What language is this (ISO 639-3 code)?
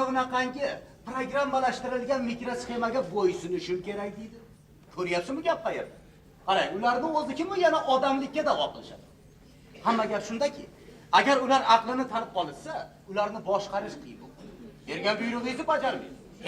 uzb